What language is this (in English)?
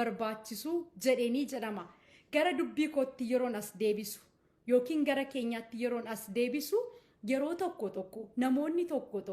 Oromo